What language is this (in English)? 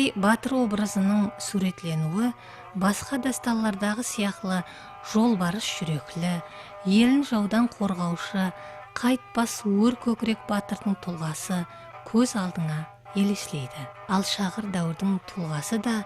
Kara-Kalpak